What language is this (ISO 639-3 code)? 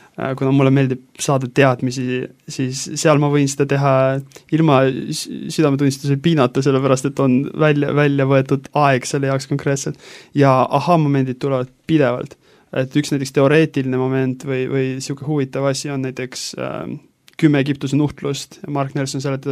est